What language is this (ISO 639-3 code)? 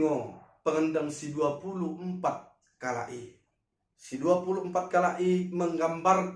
btd